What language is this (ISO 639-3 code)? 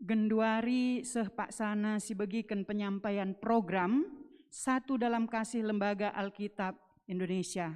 btx